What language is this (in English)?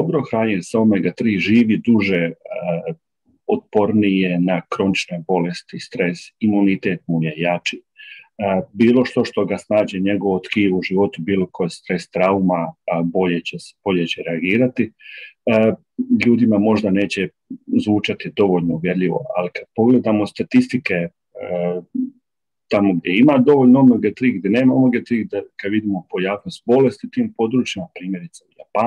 Croatian